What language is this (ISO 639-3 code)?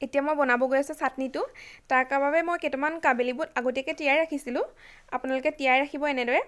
asm